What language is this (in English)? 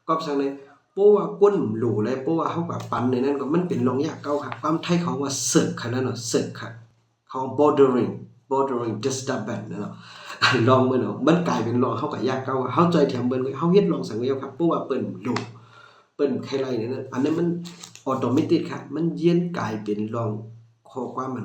Shan